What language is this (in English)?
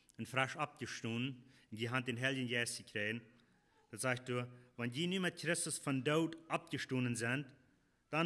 Plautdietsch